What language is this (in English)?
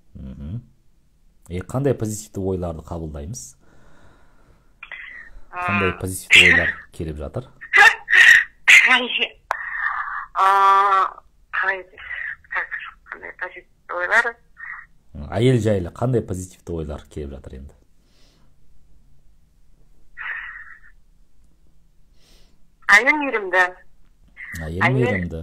Kazakh